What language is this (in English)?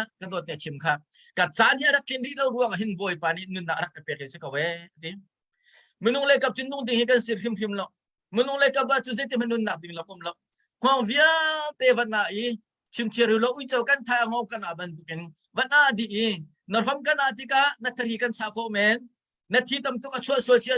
Hakha Chin